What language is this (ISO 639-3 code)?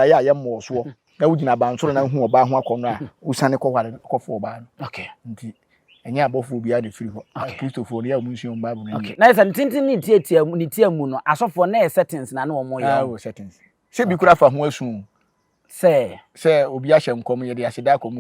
aka